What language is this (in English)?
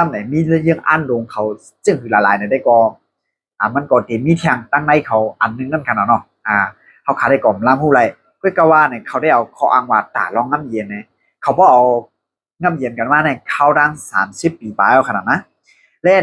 Shan